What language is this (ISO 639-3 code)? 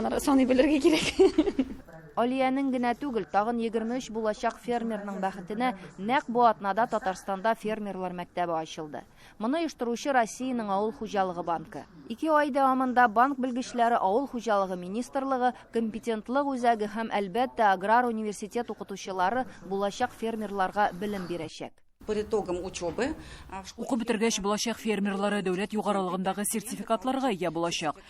tat